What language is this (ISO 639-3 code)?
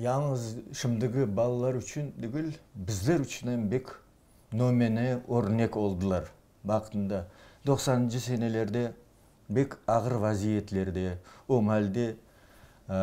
crh